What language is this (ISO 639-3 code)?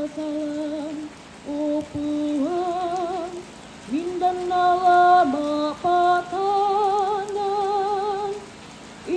sda